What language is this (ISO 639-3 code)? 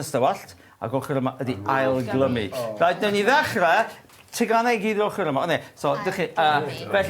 cym